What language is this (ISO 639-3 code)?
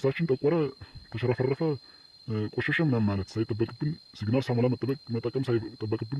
amh